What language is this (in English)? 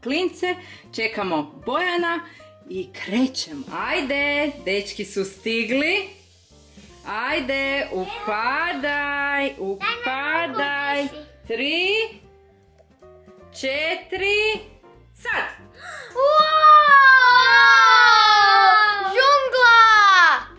Croatian